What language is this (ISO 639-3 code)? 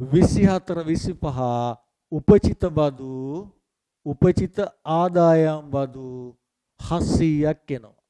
sin